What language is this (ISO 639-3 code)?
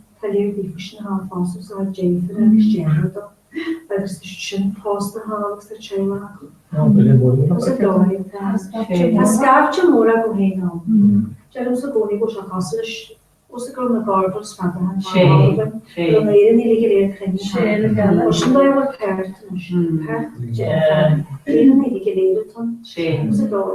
gle